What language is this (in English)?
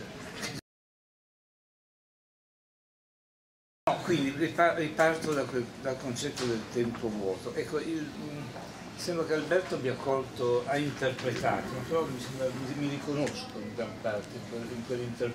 Italian